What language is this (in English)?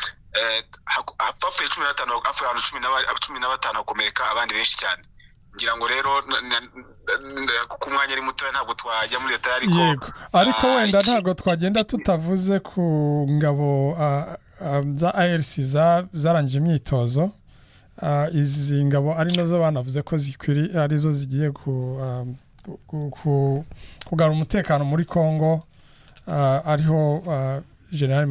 Kinyarwanda